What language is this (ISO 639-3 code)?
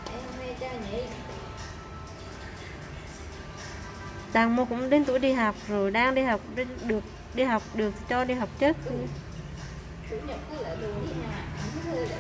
vie